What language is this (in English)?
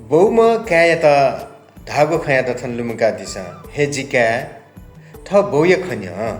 Newari